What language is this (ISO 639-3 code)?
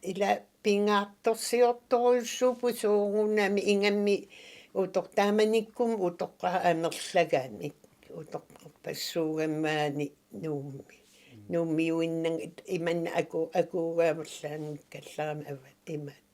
kal